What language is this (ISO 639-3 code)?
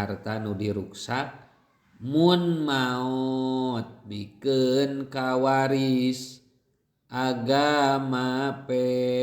sun